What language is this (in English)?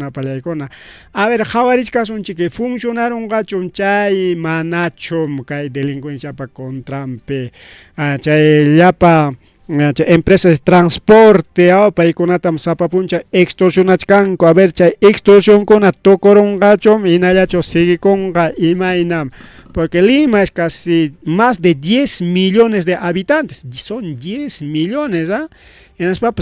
Ayacucho Quechua